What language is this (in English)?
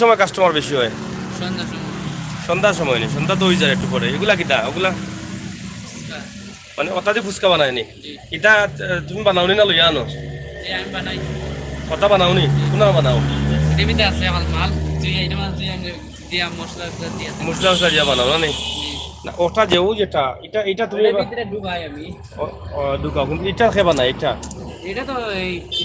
Sylheti